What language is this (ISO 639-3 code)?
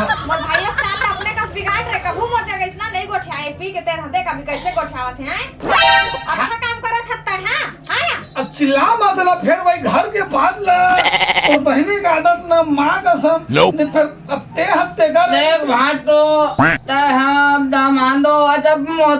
hne